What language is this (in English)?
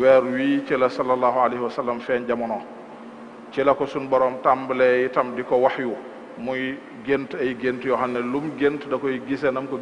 Wolof